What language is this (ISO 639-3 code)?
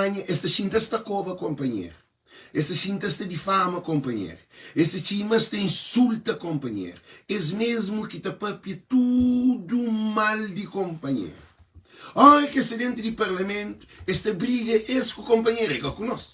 kea